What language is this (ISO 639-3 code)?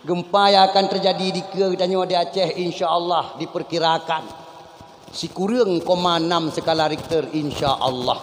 ace